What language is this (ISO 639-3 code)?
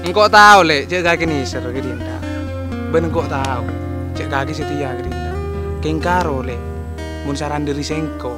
mad